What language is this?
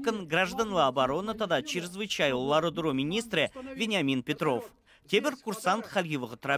Chuvash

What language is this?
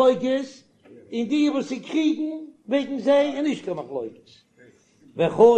Yiddish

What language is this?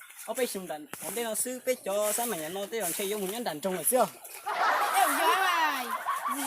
Hmong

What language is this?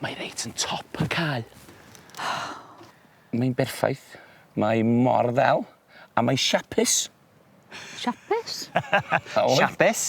Welsh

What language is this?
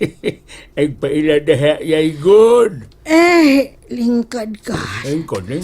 Cebuano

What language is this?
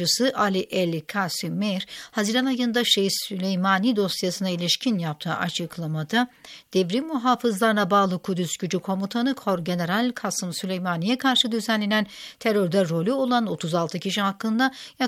Turkish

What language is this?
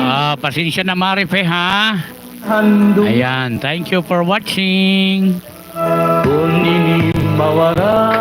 Waray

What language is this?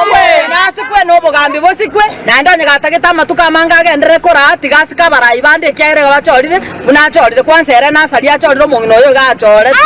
Gusii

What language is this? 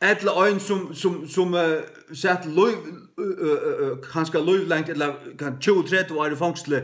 Faroese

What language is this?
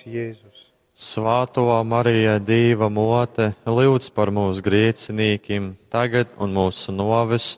Latgalian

